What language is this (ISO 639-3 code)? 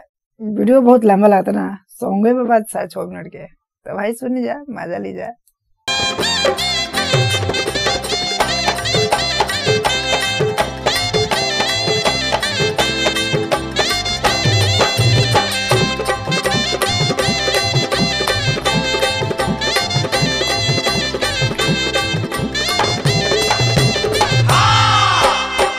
bho